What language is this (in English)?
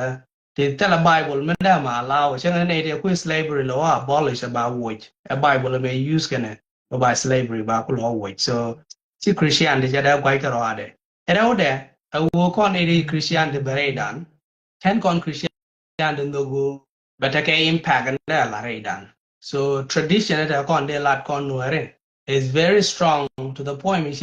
Nuer